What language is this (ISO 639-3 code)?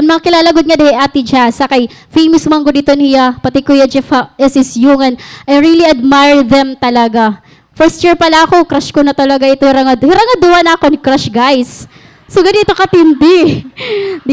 war